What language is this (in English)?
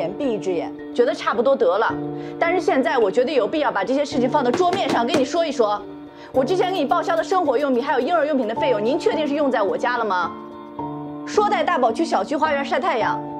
Chinese